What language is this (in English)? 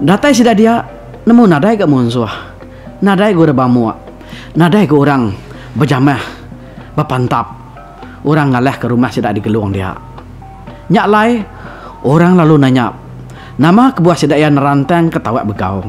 Iban